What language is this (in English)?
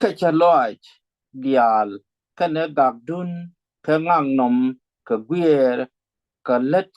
Nuer